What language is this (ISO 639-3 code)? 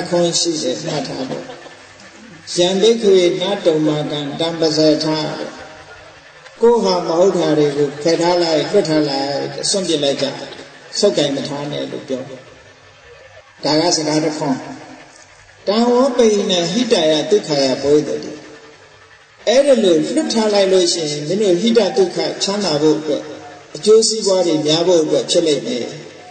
mya